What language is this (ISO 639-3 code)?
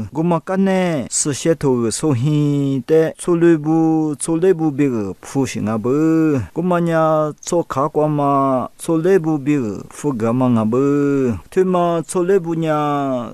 lis